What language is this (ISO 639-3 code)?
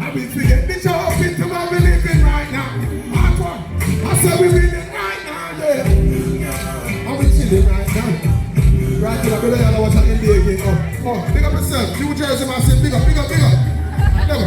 jam